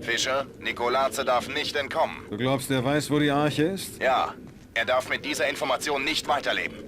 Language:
Bavarian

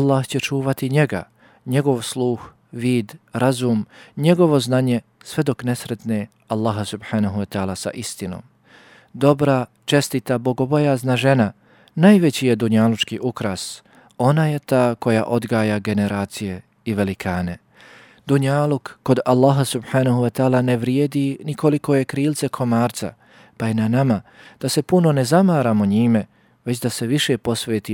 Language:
Bosnian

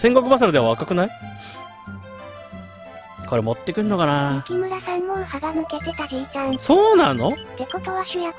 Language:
Japanese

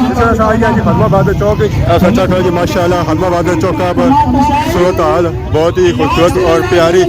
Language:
Pahari-Potwari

